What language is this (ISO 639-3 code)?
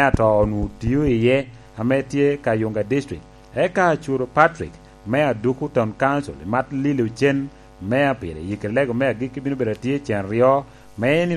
laj